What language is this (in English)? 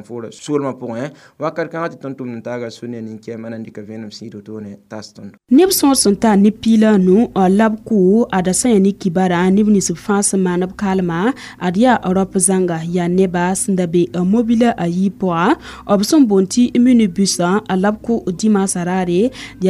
Mossi